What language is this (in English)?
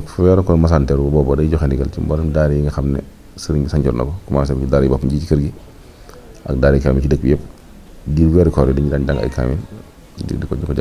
Wolof